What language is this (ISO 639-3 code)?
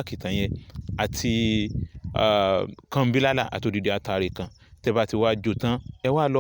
yor